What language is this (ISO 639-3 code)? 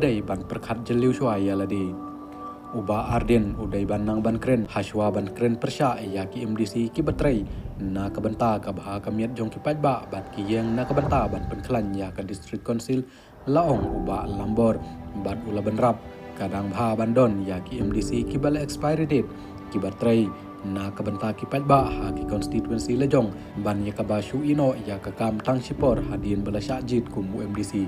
kha